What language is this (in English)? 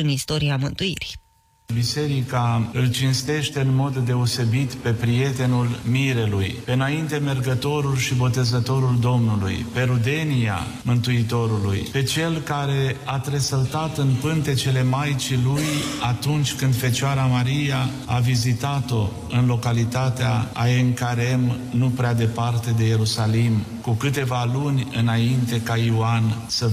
Romanian